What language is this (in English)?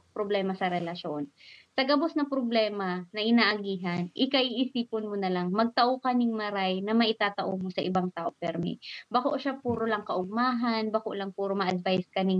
Bikol